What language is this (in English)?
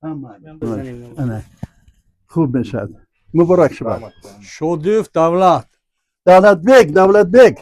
Tajik